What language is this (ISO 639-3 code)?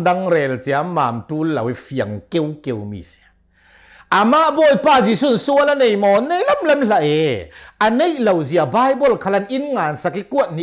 cnh